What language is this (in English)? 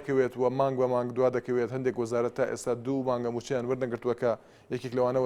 Central Kurdish